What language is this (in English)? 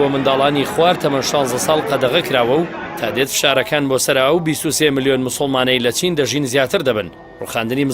Central Kurdish